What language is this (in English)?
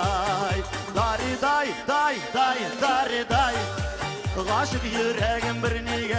Bashkir